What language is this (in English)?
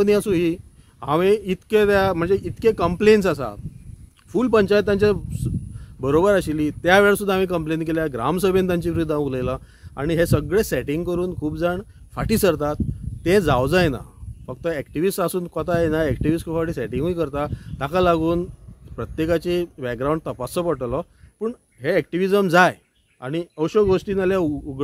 Konkani